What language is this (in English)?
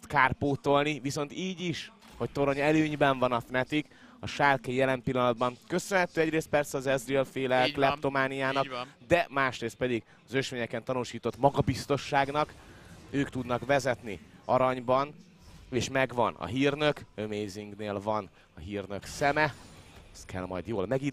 Hungarian